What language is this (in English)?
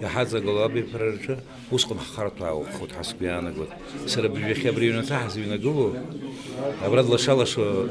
Abkhazian